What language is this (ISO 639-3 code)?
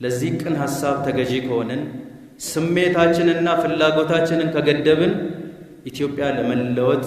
amh